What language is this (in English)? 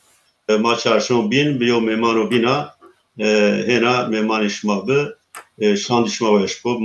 Zaza